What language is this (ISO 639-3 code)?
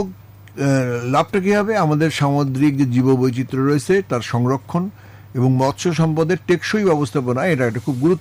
ben